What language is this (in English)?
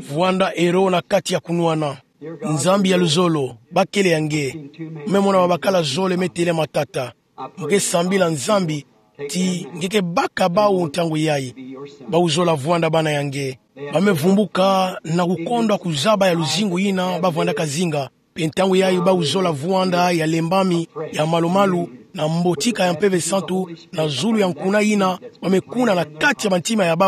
Kituba (Democratic Republic of Congo)